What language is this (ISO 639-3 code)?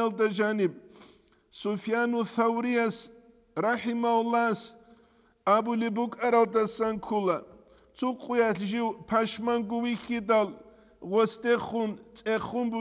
ava